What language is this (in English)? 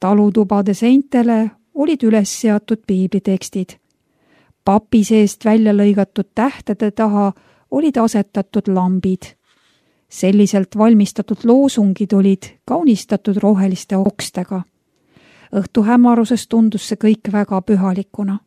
Estonian